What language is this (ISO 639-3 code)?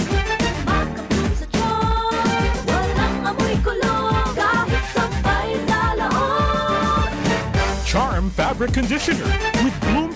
bik